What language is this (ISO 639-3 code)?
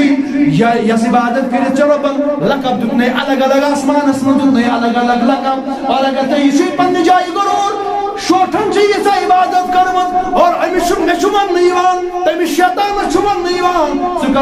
kas